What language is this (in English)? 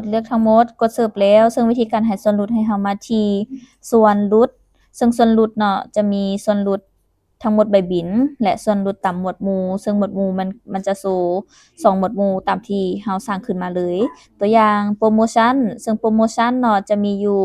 Lao